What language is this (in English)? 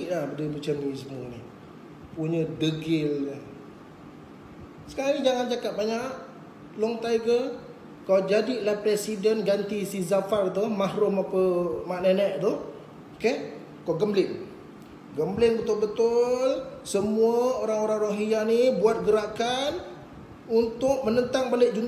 Malay